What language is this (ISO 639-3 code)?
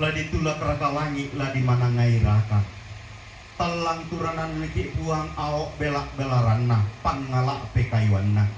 sda